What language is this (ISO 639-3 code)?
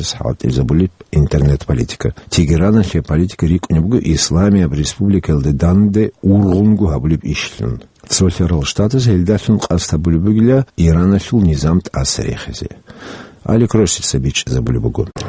ava